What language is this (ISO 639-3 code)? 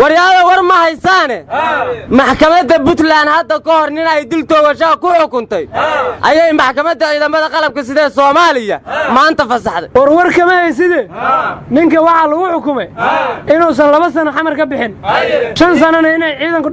som